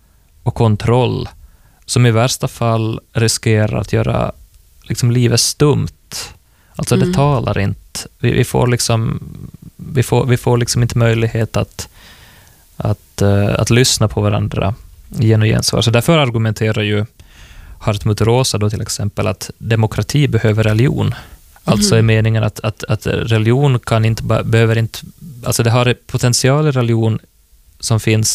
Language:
Swedish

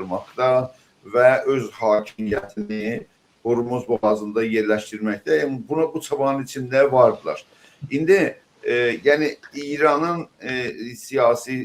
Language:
South Azerbaijani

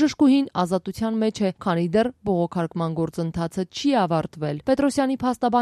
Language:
Armenian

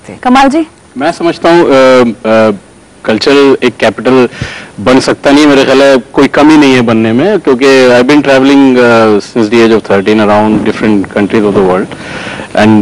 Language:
Hindi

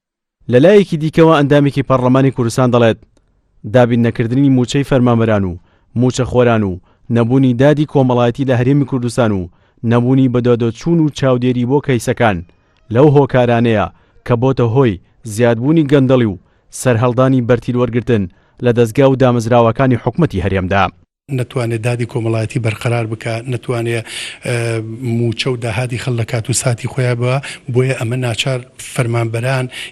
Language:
Central Kurdish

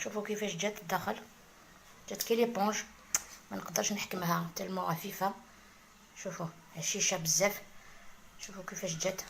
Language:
Algerian Arabic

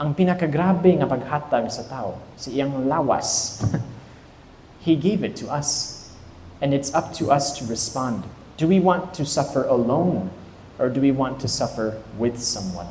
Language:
Cebuano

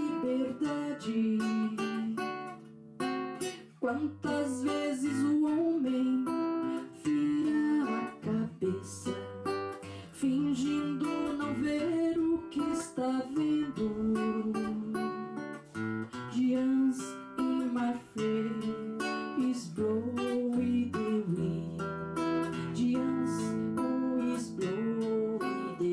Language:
Portuguese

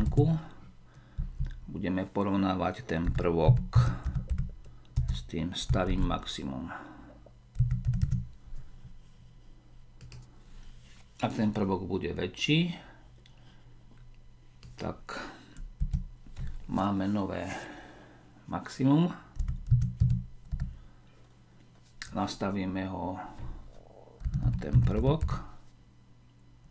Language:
Slovak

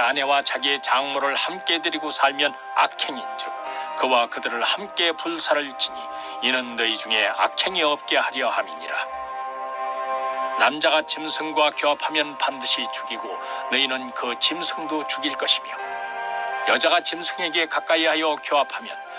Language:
Korean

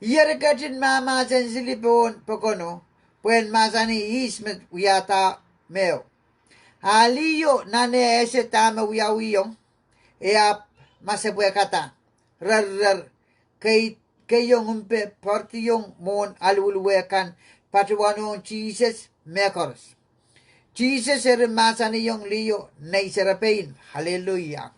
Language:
Pohnpeian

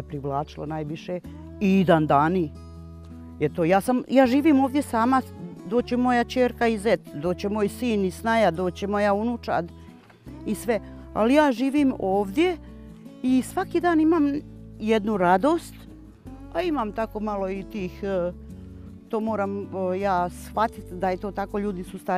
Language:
Bosnian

